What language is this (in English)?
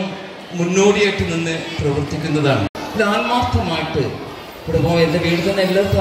Malayalam